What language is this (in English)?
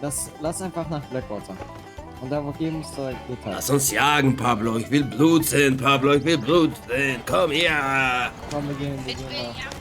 Swiss German